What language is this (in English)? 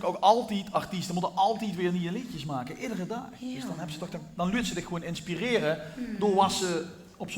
Limburgish